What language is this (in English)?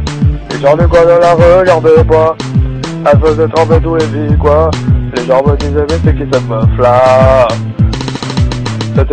French